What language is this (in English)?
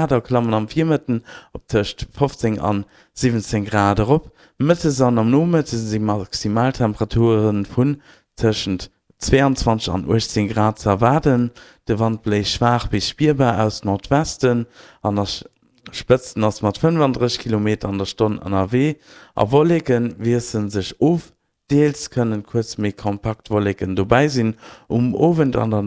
Luxembourgish